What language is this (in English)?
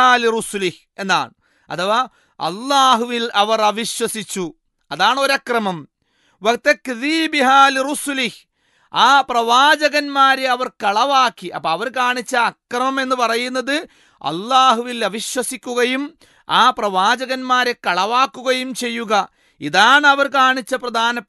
Malayalam